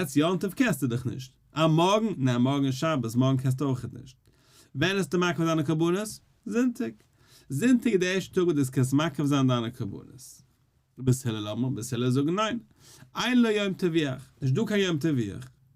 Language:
Yiddish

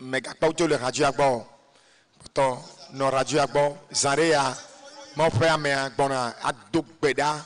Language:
Ewe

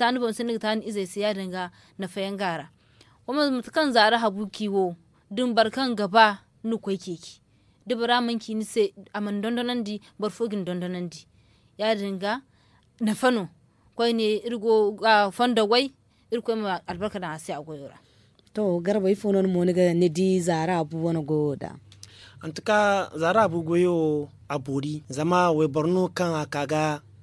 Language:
Zarma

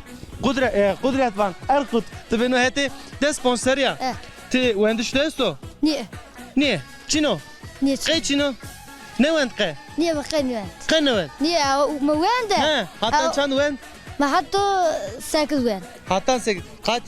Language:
Zaza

